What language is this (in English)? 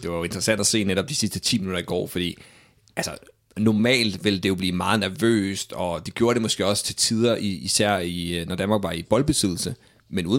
Danish